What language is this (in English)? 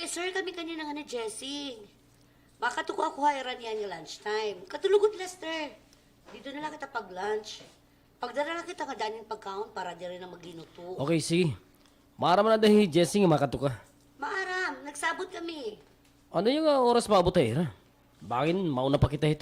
Waray